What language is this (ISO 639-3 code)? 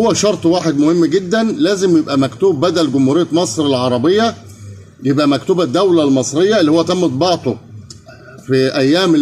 arz